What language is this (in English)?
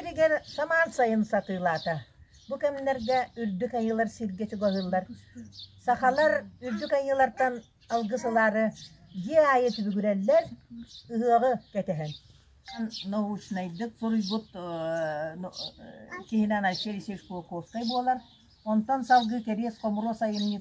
Yakut